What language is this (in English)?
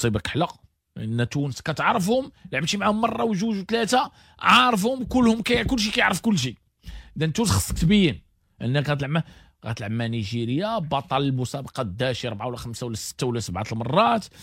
Moroccan Arabic